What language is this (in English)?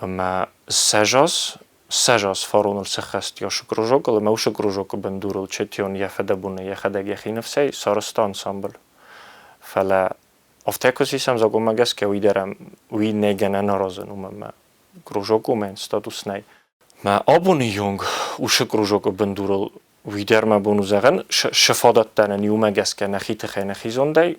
Ossetic